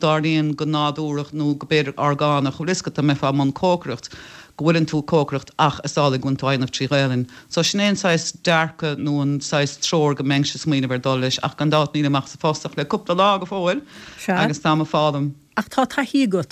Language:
Irish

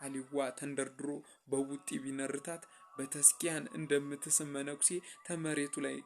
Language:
Amharic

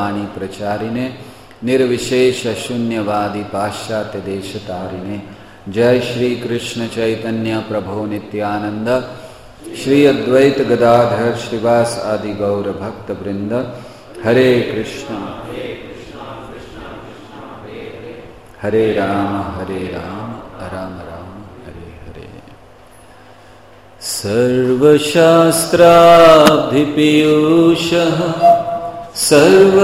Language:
Hindi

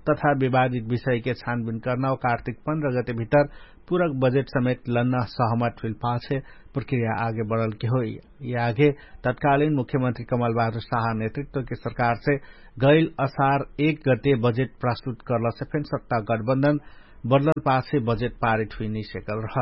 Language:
Dangaura Tharu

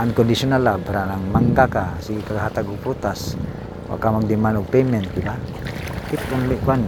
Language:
Cebuano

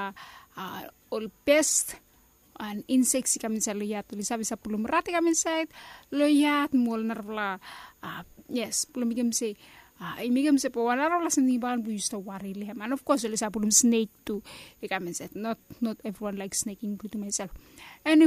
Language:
Bislama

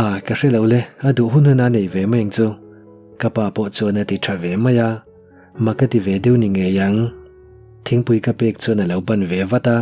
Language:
Mizo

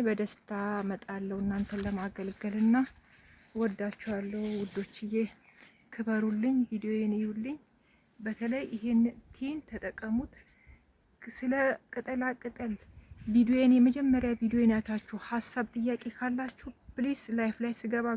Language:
Amharic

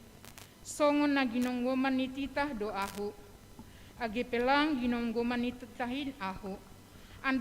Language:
Batak Simalungun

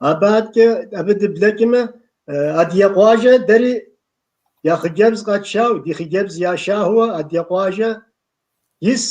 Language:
Kabardian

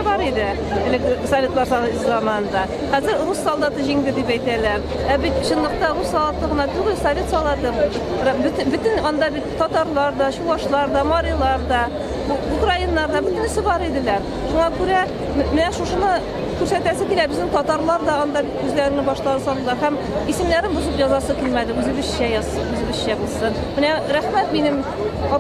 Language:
Tatar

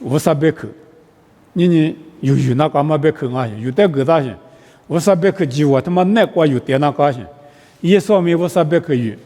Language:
Lisu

